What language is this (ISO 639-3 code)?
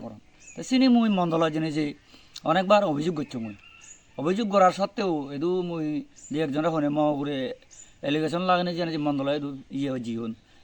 ccp